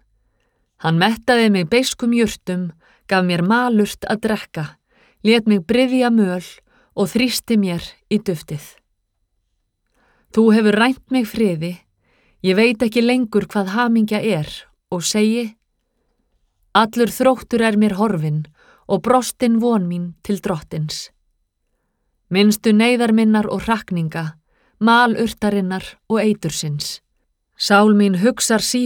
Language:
Icelandic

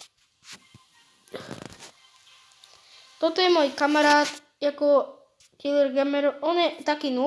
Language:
Slovak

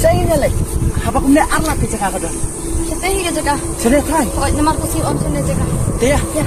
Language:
Khasi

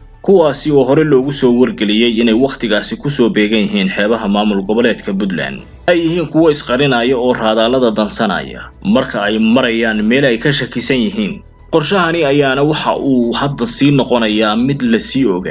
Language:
Somali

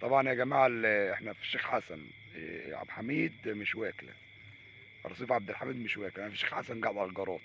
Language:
Egyptian Arabic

